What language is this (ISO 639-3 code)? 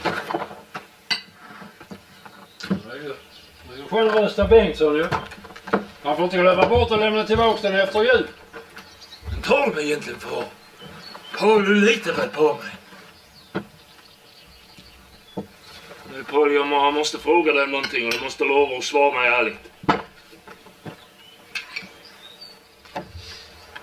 swe